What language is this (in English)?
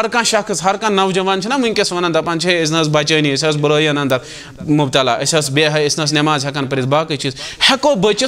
Kashmiri